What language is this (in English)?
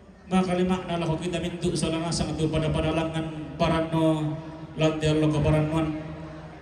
Toraja-Sa'dan